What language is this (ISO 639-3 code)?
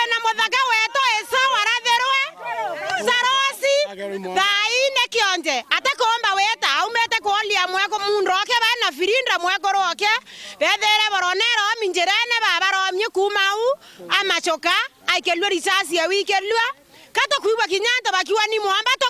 mer